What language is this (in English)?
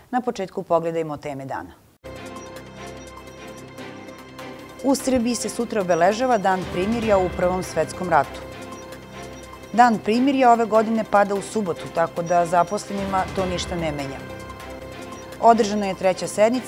Serbian